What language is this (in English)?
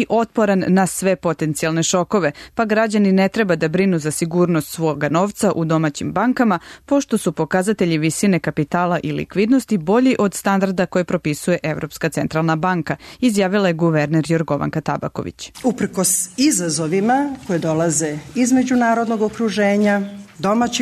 Serbian